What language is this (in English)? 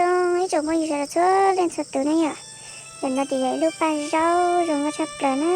Hmong